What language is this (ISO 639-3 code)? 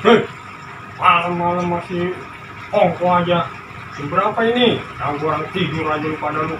bew